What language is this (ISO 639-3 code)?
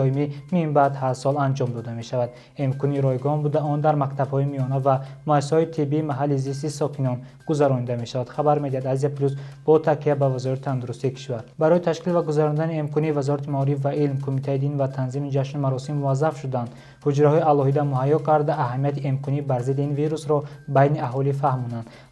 tgk